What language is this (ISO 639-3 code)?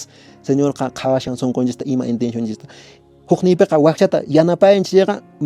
que